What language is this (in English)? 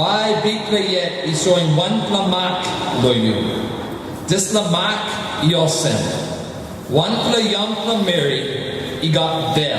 Tok Pisin